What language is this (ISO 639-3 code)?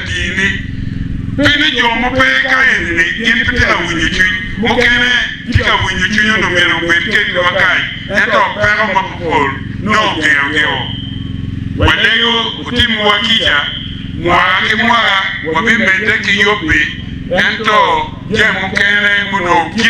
ach